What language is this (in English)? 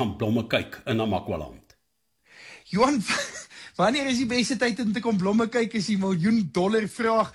Afrikaans